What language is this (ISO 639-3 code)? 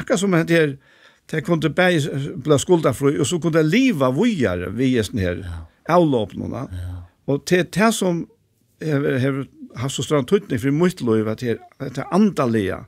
fao